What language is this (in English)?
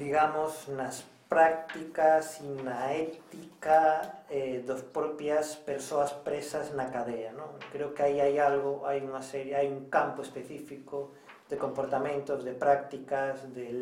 Galician